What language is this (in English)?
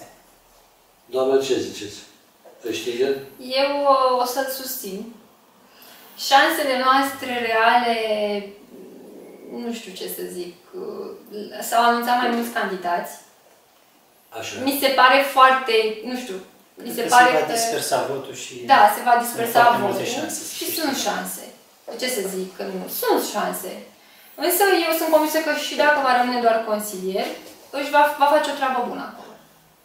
Romanian